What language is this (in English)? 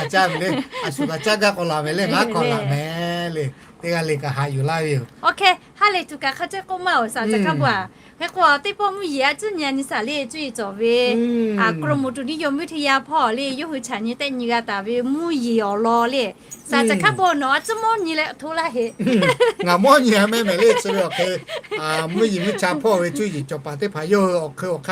Lahu